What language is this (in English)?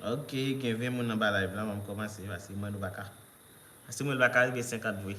Haitian Creole